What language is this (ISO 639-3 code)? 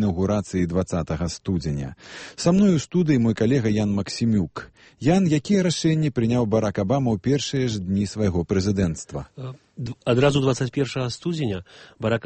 bel